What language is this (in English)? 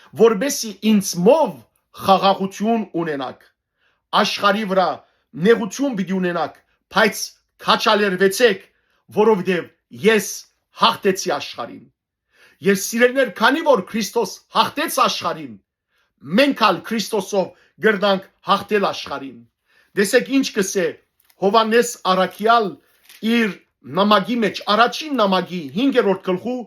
Western Armenian